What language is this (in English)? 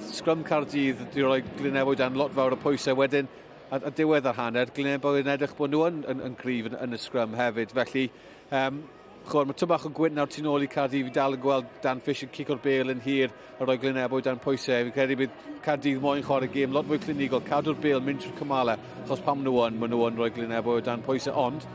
Welsh